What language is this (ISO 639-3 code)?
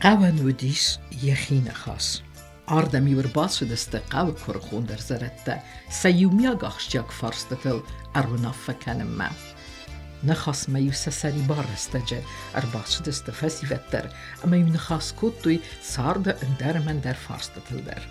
oss